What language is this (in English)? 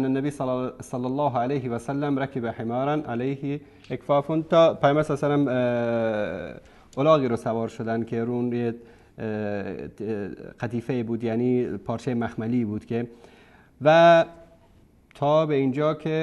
Persian